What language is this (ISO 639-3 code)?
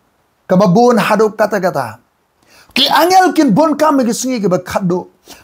kha